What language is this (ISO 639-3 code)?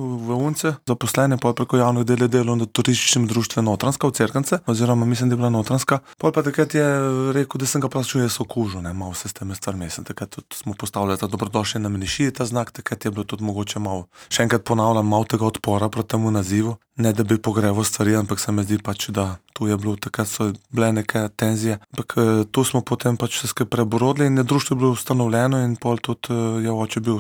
slv